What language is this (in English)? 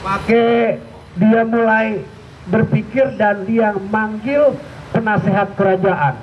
Betawi